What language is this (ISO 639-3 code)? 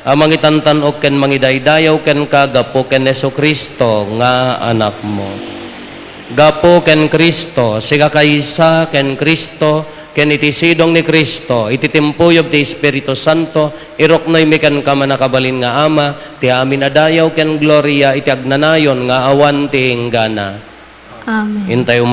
ilo